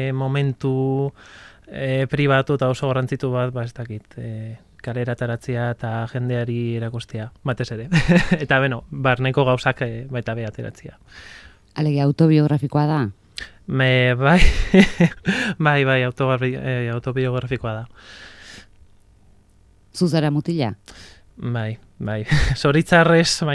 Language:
Basque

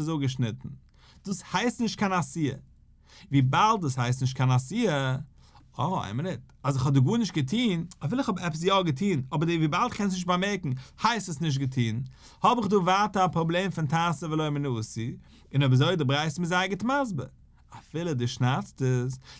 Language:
Yiddish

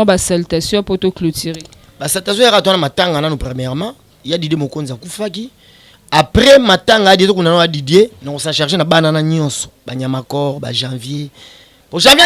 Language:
Lingala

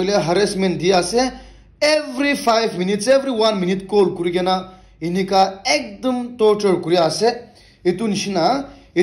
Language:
Naga Pidgin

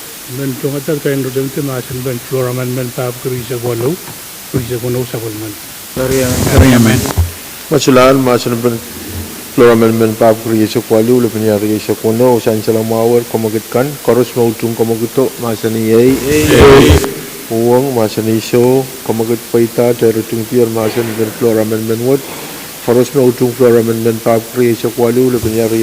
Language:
Pohnpeian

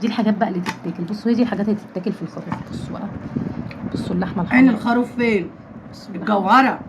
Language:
Egyptian Arabic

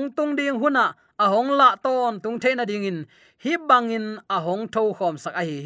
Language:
Tedim Chin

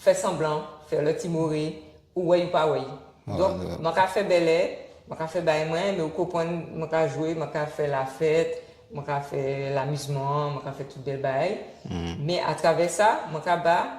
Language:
Guadeloupean Creole French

